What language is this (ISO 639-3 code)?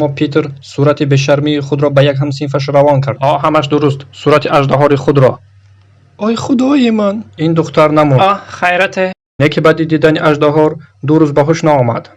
tgk